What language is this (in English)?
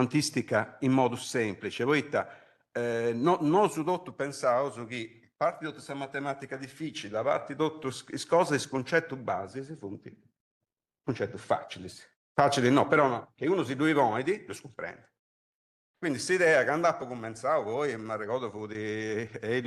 Sardinian